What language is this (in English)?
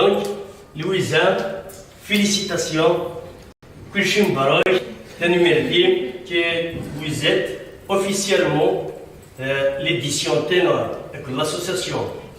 Kabyle